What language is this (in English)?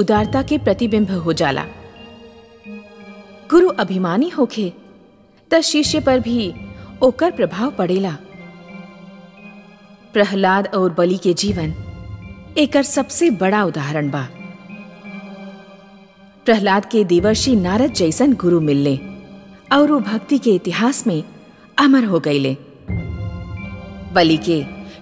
Bhojpuri